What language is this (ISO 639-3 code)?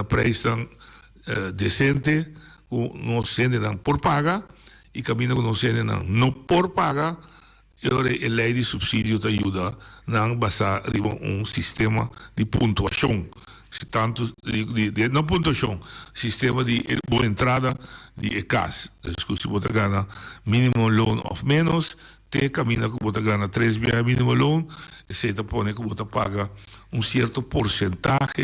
pap